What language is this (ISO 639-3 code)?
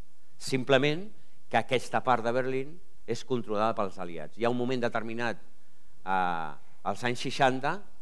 cat